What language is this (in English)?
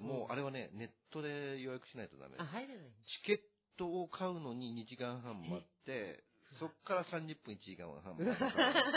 Japanese